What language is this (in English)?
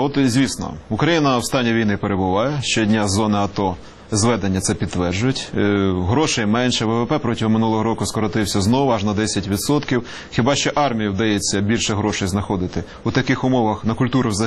Ukrainian